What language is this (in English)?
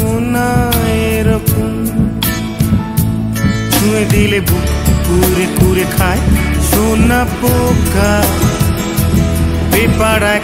Bangla